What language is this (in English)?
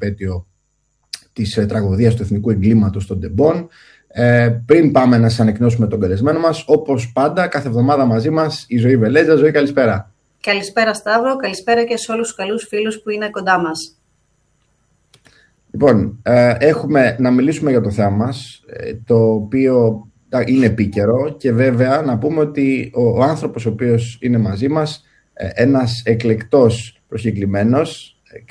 Greek